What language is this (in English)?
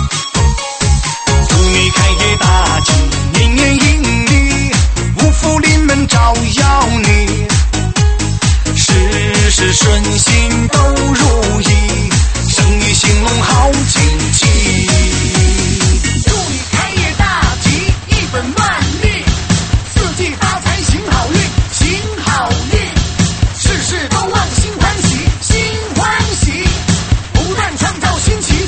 Chinese